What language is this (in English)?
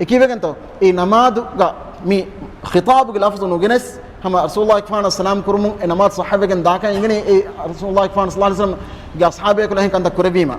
Divehi